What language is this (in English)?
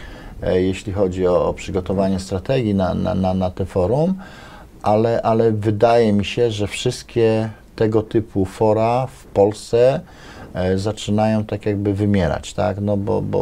Polish